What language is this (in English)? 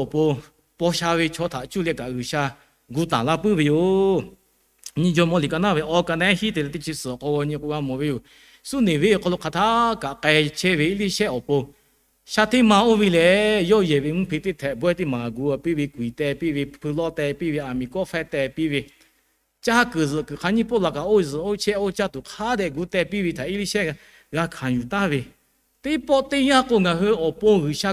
Lahu